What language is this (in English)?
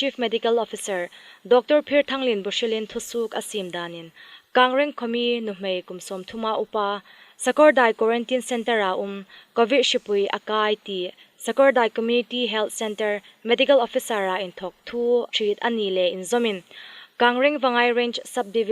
Hmar